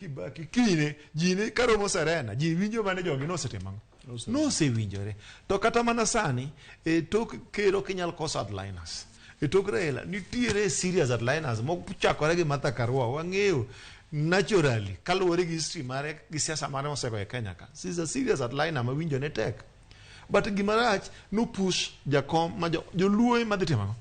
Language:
Luo (Kenya and Tanzania)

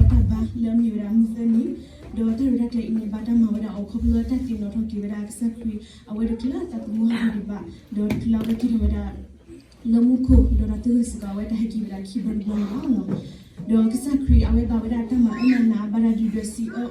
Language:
S'gaw Karen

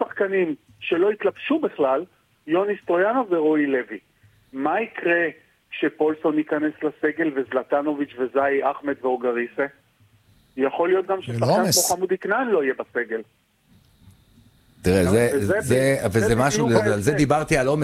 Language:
Hebrew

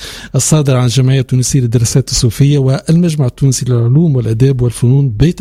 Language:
Tunisian Arabic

